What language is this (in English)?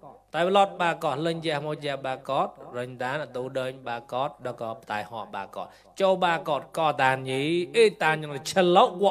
Mon